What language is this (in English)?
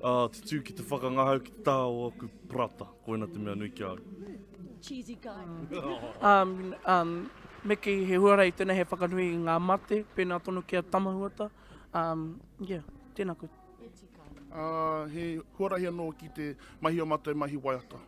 Māori